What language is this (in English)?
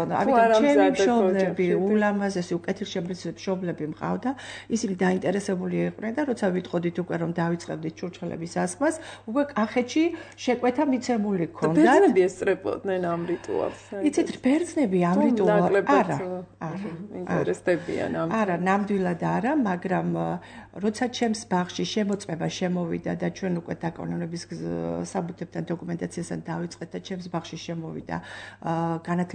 Georgian